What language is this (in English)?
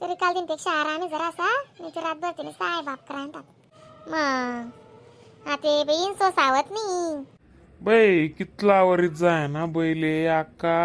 Khandesi